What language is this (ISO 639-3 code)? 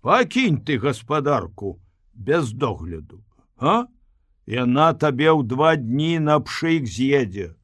bel